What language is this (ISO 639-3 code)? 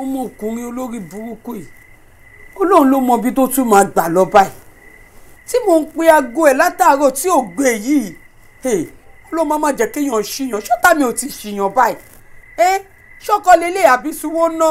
yor